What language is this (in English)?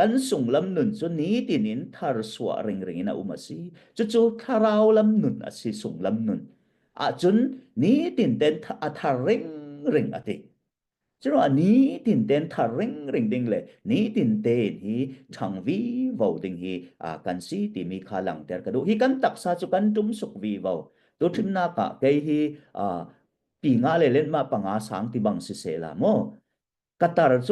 Falam Chin